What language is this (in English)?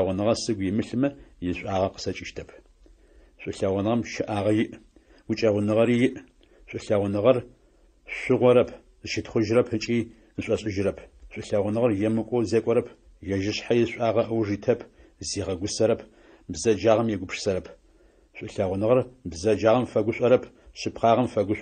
Adyghe